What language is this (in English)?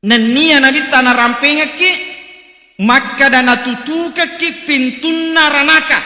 Buginese